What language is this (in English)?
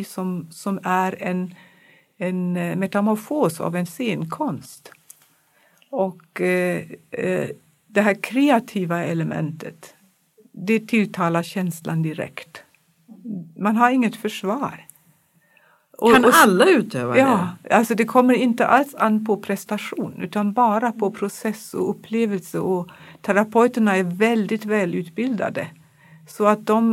Swedish